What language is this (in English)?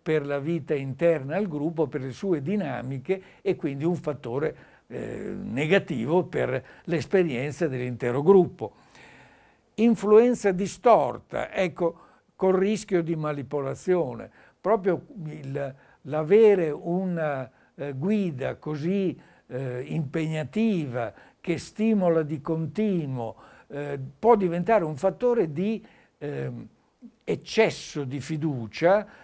Italian